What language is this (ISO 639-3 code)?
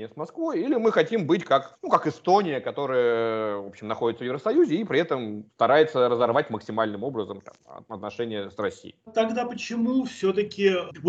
rus